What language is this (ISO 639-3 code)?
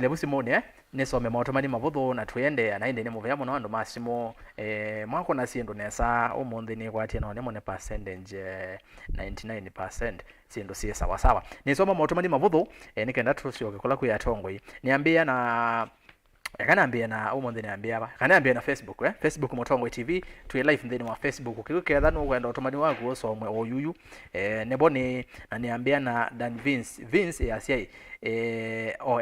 kam